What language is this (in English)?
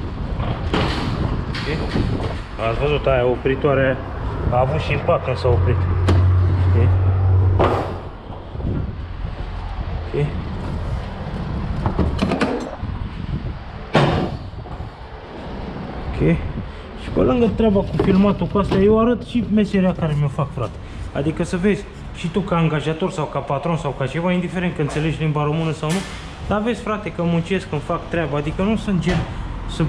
Romanian